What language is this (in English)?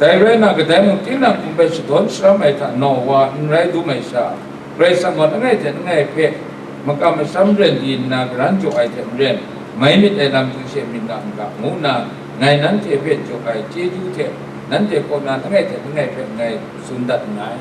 Kachin